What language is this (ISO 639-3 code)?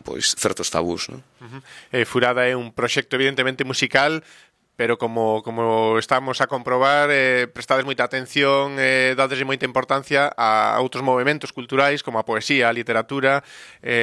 glg